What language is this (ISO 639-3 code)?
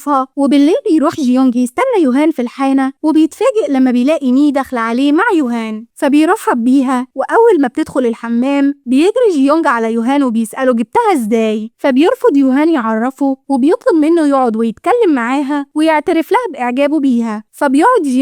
arz